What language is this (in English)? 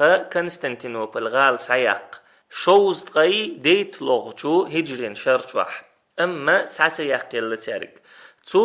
Chechen